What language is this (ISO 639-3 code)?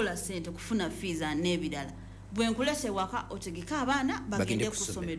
lug